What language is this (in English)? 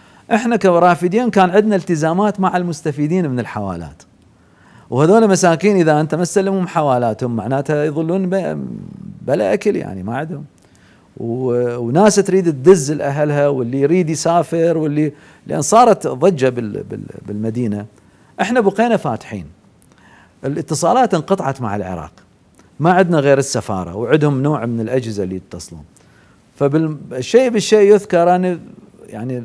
Mesopotamian Arabic